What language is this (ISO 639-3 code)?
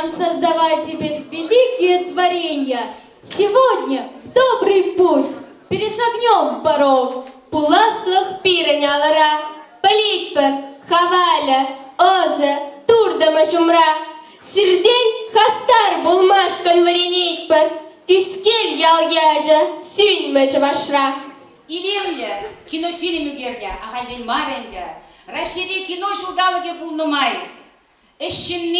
chv